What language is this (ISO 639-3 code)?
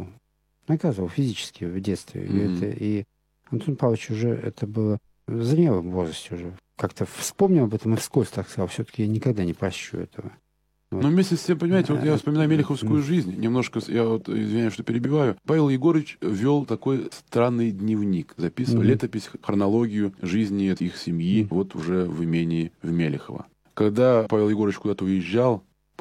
rus